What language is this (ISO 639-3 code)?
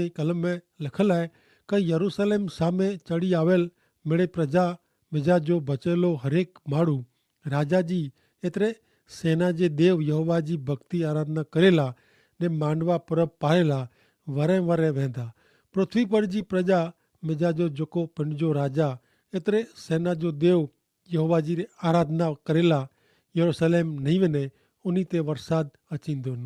kfr